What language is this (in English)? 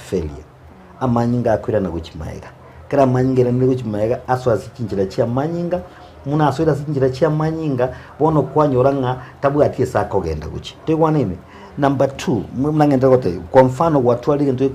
Gusii